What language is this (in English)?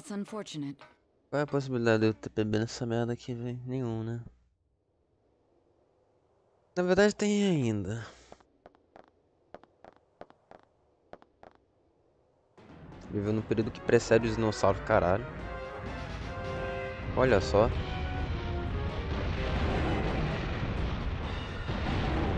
Portuguese